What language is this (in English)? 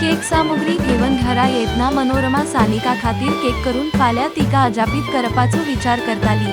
Konkani